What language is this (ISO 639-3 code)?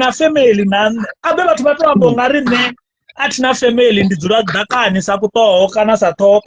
ven